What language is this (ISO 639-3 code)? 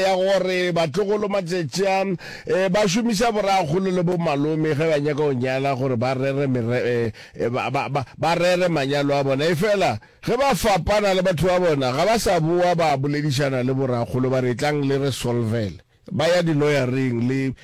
nso